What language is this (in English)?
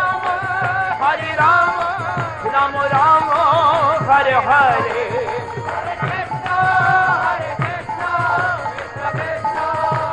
Hindi